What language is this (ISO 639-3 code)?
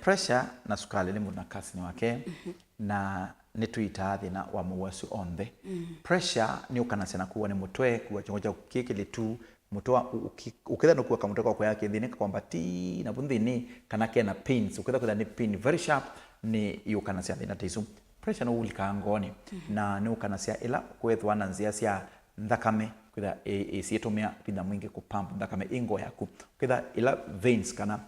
kam